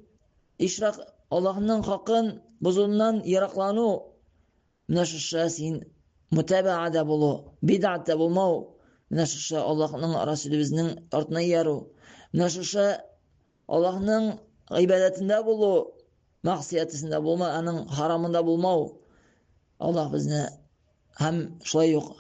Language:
Tatar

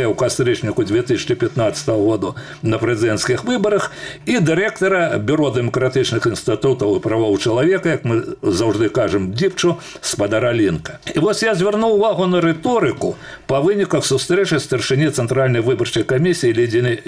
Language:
Belarusian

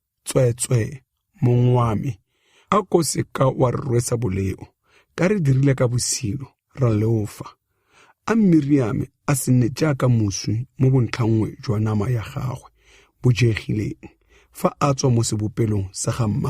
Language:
Tswana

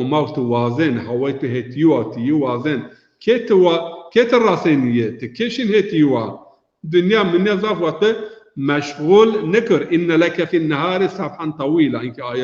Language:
Zaza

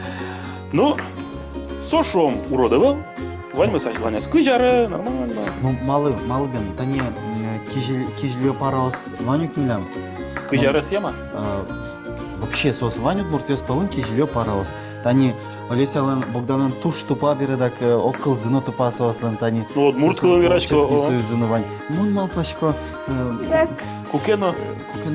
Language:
Udmurt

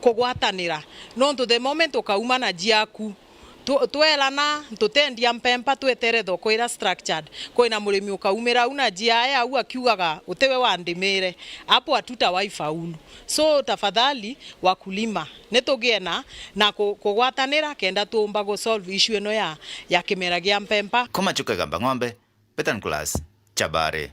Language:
Meru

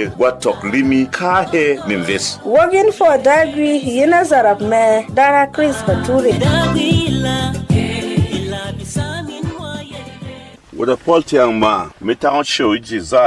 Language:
Berom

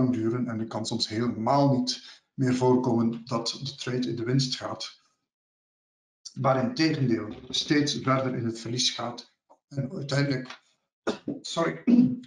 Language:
Dutch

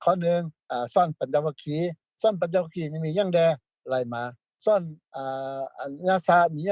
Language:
Lao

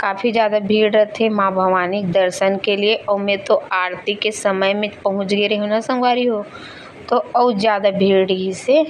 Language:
Chhattisgarhi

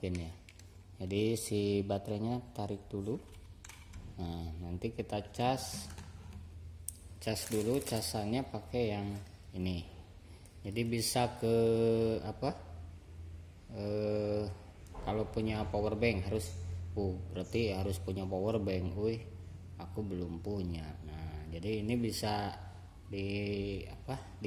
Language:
Indonesian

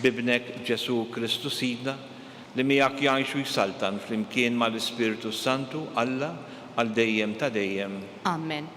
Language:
Maltese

